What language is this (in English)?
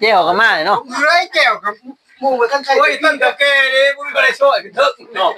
Northeastern Thai